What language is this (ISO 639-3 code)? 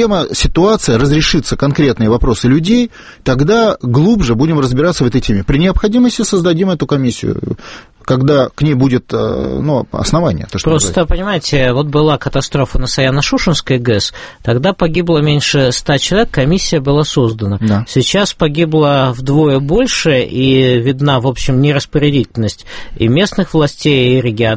rus